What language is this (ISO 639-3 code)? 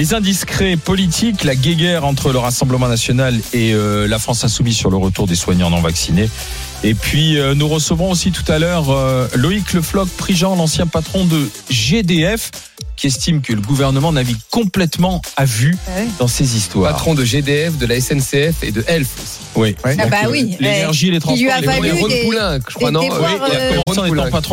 fra